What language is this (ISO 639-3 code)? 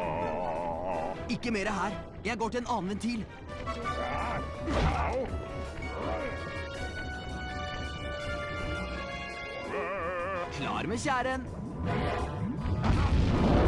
nor